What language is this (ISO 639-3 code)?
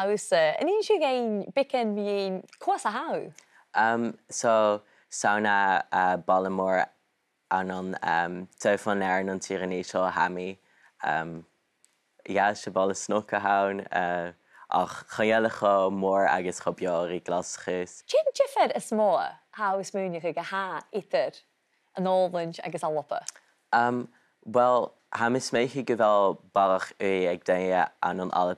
gla